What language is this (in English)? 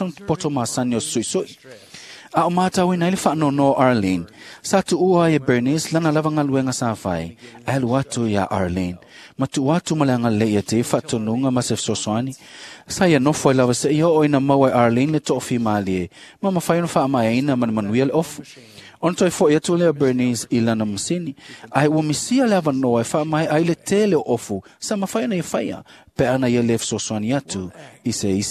Samoan